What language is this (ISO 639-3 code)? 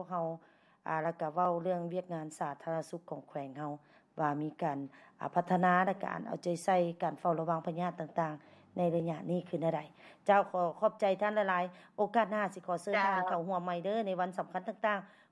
lao